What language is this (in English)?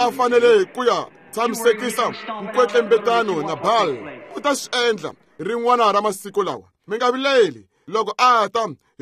Tsonga